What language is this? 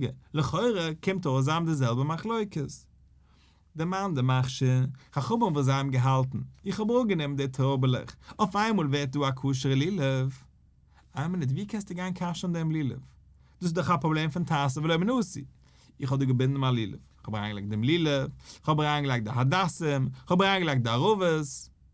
Yiddish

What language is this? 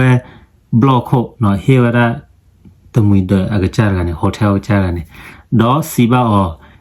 S'gaw Karen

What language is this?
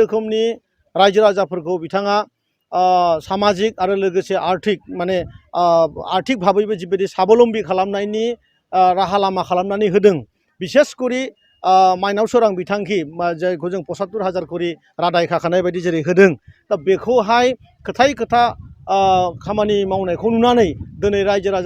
Bodo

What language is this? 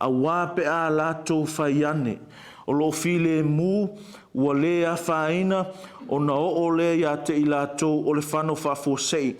Samoan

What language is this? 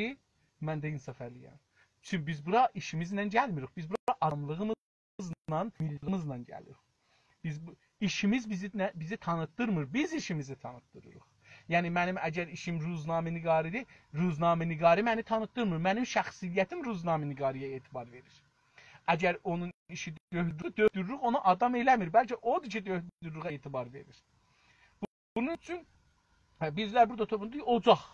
South Azerbaijani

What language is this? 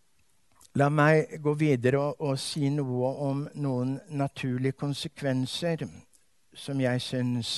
Norwegian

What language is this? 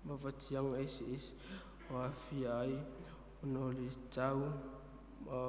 Samoan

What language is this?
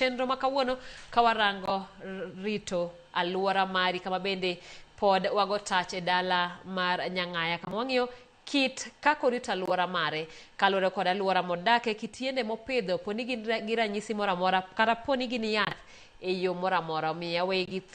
Luo (Kenya and Tanzania)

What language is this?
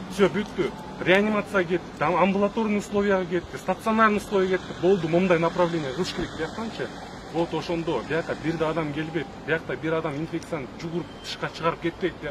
Kyrgyz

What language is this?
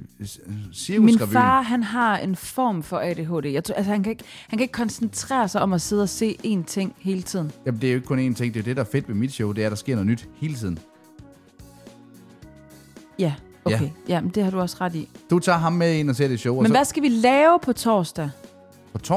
Danish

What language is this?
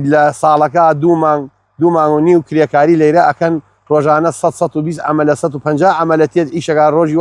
Central Kurdish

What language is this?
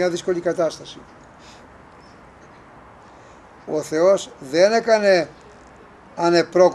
Greek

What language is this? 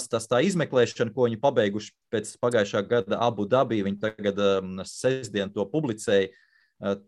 Latvian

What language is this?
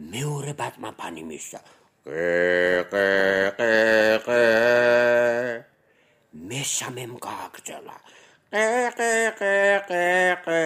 Georgian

